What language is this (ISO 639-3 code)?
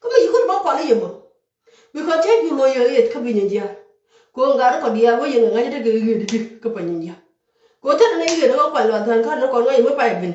nus